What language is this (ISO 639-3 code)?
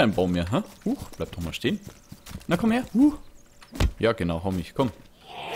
deu